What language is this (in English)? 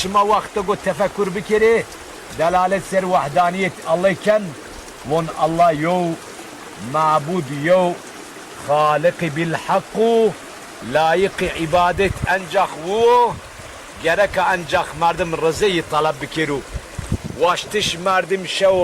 Zaza